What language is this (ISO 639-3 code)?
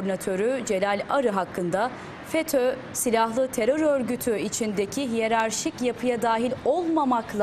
tur